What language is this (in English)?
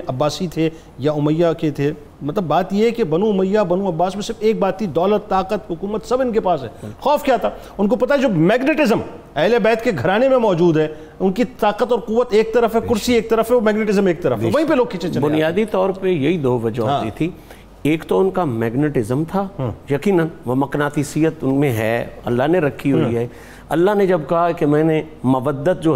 Urdu